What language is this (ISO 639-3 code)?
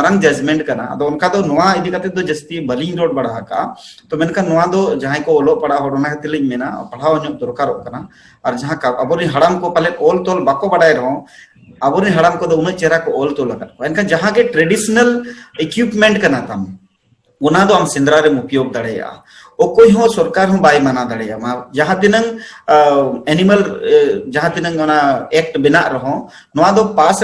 sat